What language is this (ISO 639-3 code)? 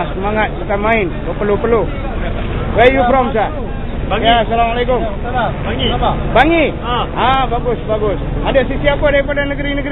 msa